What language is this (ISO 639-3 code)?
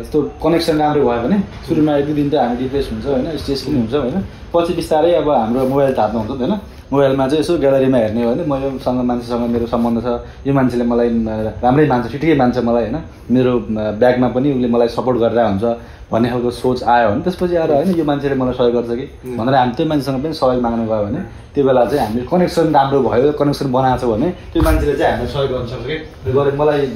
nep